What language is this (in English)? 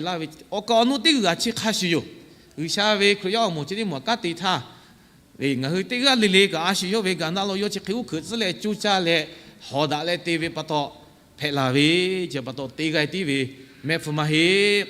Lahu